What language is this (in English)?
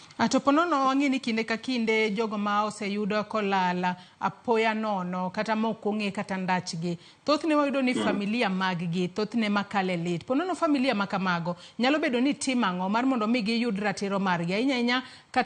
Luo (Kenya and Tanzania)